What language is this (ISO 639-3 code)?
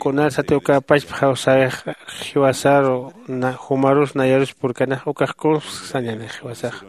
aym